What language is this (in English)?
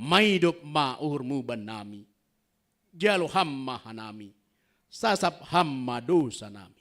Batak Simalungun